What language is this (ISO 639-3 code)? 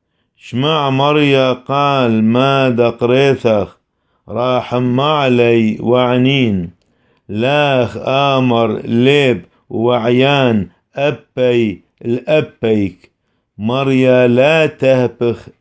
syc